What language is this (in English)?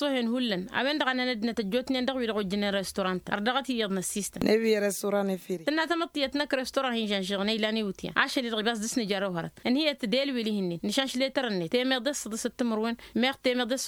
Tamasheq